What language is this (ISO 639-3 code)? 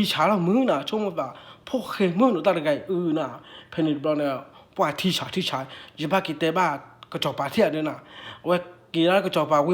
ksw